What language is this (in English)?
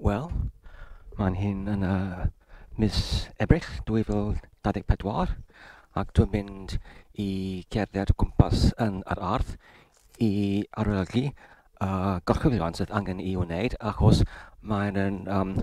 Welsh